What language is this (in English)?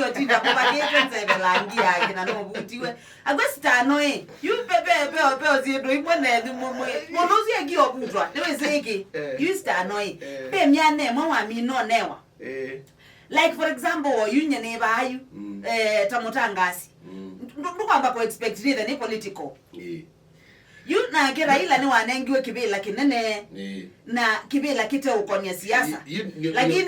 Kamba